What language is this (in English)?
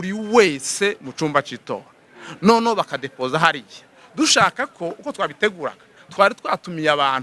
Kinyarwanda